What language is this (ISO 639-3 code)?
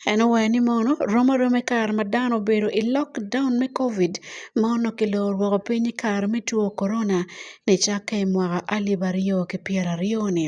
ach